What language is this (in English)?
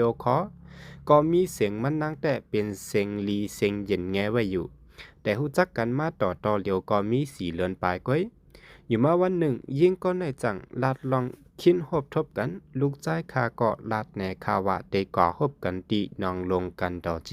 Shan